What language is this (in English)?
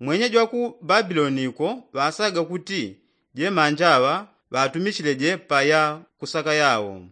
Yao